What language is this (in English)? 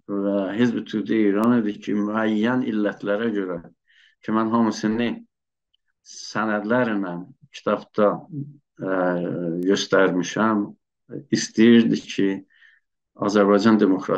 South Azerbaijani